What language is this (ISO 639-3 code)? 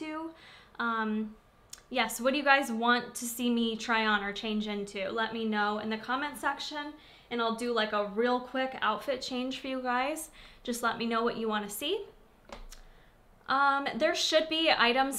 eng